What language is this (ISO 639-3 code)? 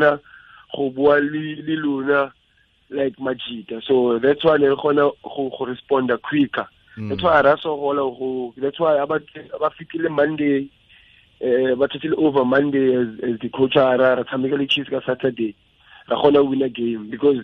tsn